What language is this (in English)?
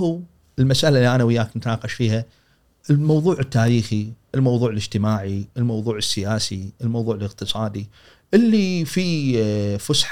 Gulf Arabic